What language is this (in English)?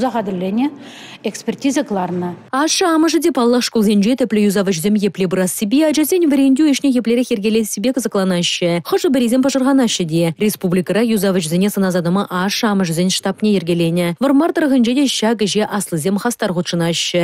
Chuvash